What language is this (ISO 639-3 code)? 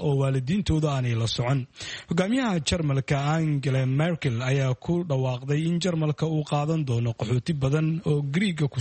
som